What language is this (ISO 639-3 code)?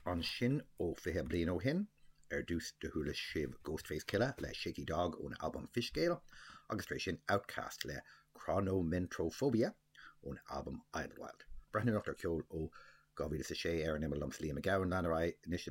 gle